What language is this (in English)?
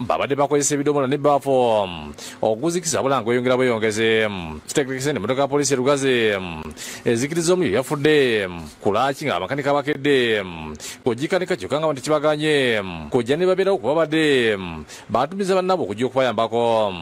Ganda